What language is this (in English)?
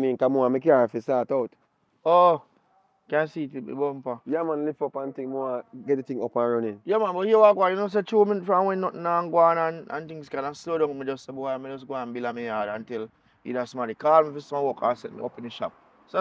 Jamaican Creole English